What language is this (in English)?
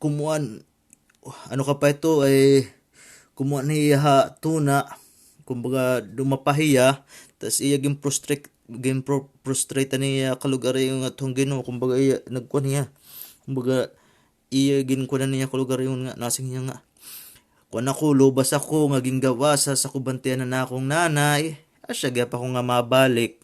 Waray